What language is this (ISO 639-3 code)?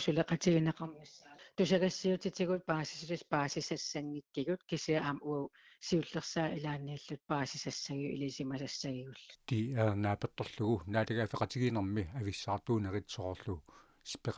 kal